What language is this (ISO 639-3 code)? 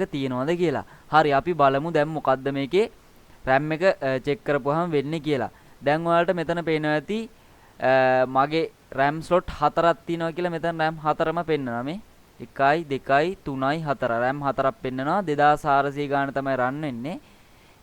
sin